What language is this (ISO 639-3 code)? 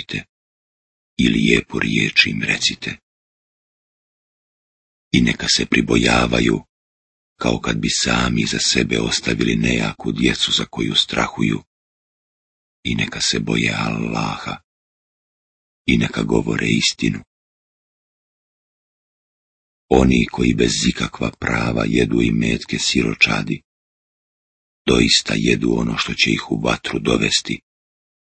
bos